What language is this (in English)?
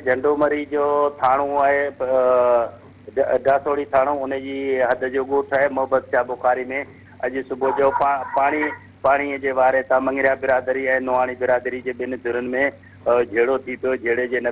Sindhi